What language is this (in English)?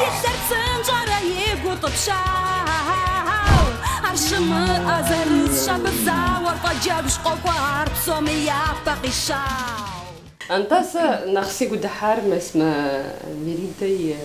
Kabardian